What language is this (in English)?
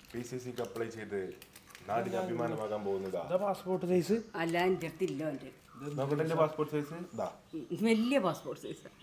Malayalam